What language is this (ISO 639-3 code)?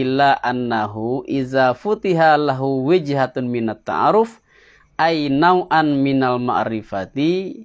min